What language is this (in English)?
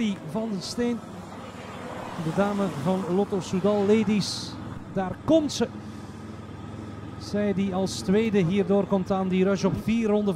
Dutch